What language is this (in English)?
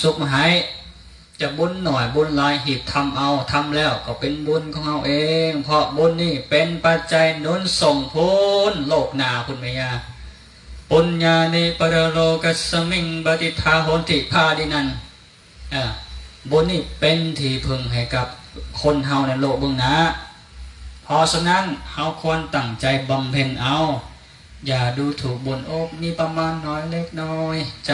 Lao